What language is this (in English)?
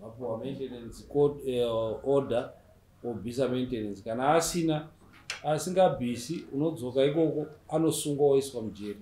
Shona